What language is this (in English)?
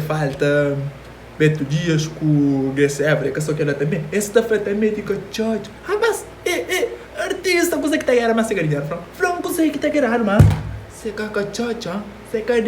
Kabuverdianu